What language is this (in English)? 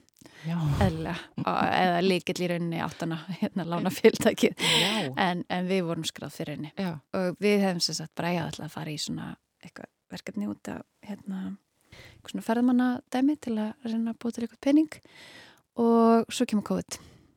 Icelandic